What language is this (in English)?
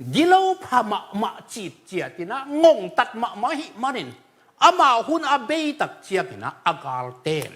Tedim Chin